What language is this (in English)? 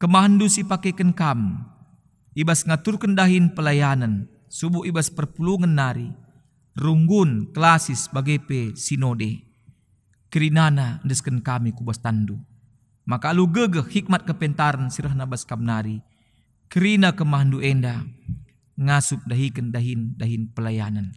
Batak Karo